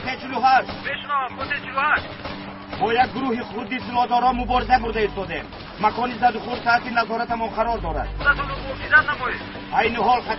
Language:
Tajik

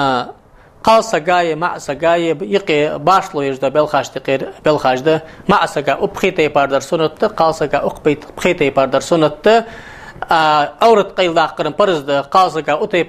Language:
Ingush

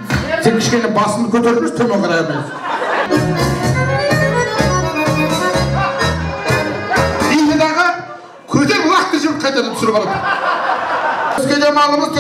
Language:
Kazakh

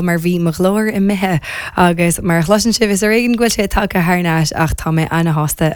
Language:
Irish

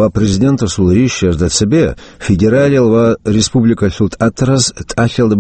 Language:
Avaric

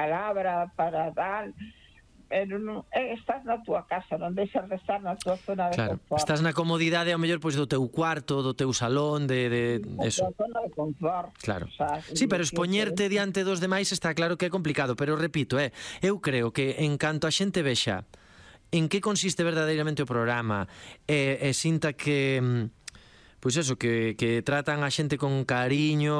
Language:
Galician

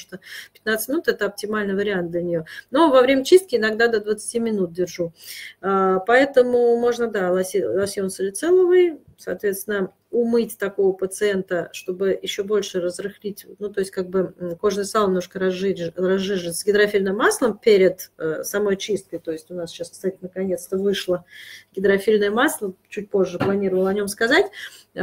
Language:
Russian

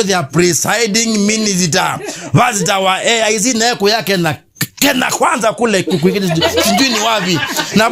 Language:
Kamba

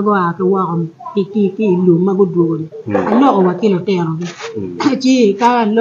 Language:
Acoli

